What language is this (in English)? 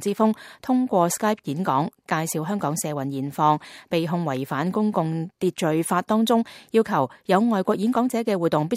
Cantonese